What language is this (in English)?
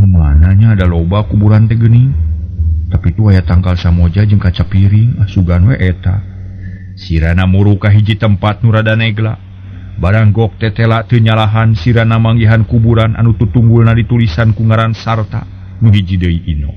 Sundanese